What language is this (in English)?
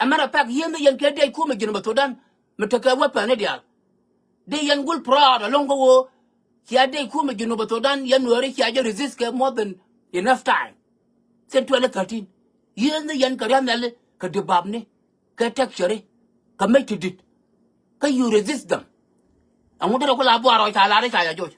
Nuer